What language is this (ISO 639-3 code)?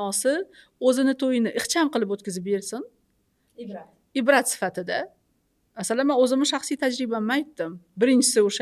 uzb